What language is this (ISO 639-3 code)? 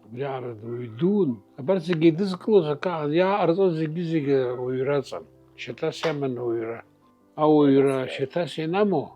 abk